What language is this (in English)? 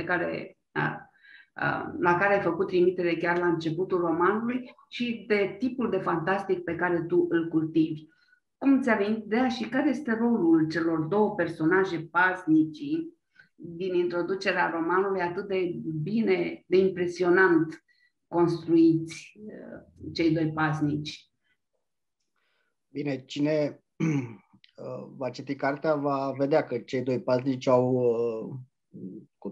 Romanian